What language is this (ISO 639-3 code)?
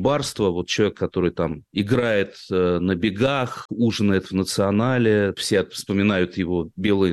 rus